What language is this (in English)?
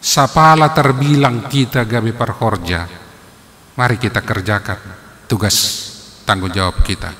Batak Simalungun